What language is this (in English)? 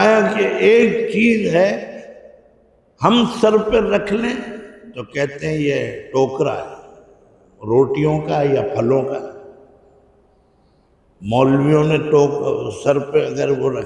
Urdu